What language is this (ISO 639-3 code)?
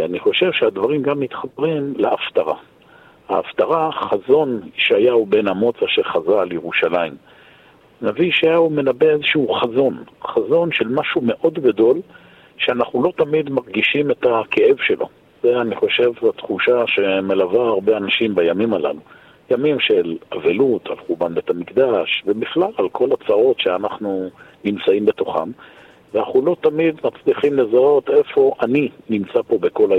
heb